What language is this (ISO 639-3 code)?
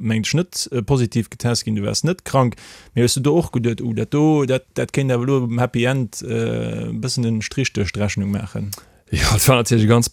ltz